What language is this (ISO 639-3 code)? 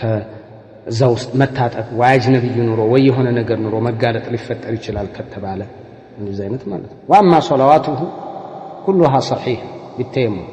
amh